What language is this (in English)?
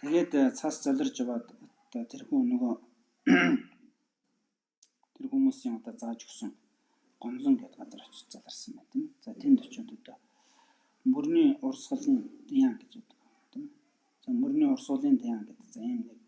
Mongolian